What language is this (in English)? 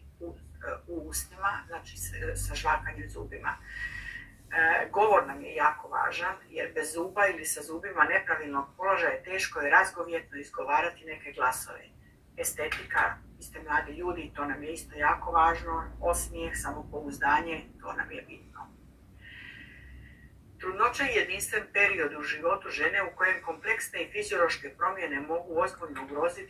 Croatian